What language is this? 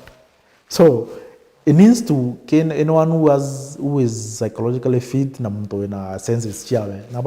Meru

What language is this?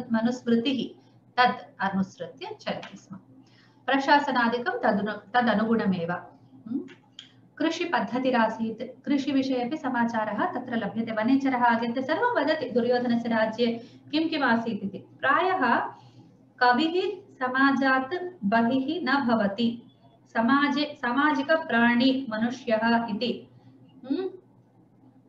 Sanskrit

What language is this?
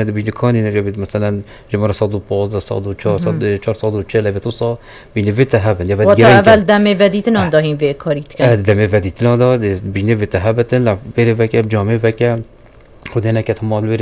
Kurdish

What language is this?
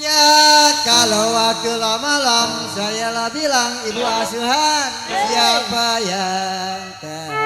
Betawi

